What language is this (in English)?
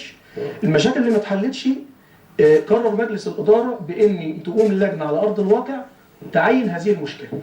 Egyptian Arabic